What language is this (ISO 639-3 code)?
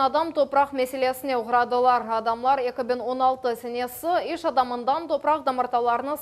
crh